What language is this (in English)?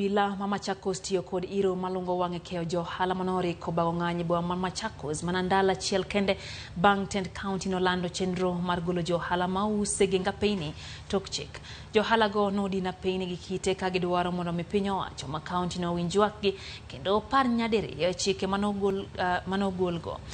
Luo (Kenya and Tanzania)